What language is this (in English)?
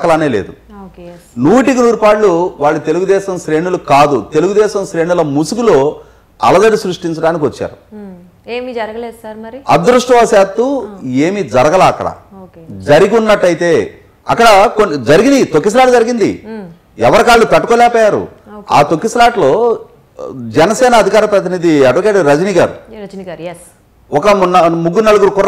Telugu